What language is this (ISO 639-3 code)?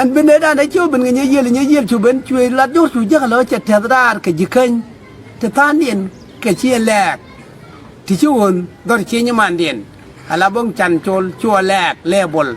nus